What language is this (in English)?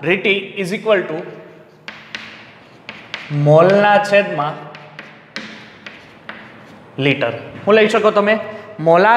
Gujarati